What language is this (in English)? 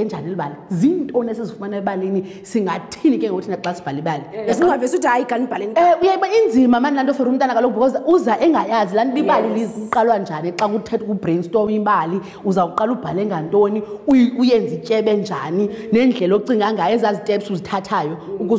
Xhosa